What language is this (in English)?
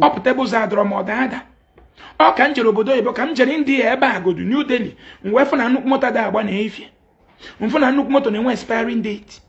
Igbo